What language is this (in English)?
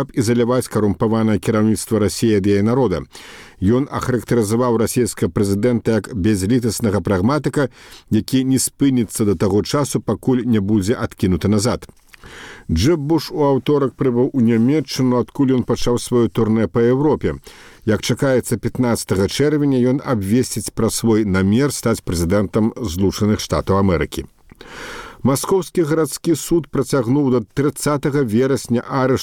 Belarusian